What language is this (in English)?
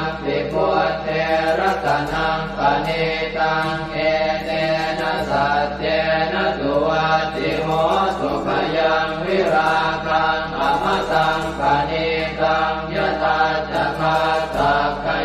Pali